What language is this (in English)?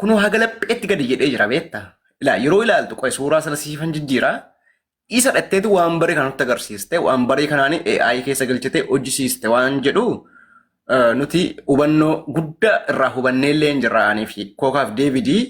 Oromo